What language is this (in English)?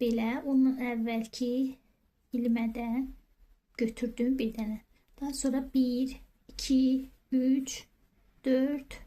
Azerbaijani